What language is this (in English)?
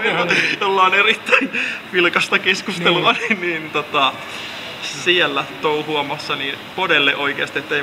Finnish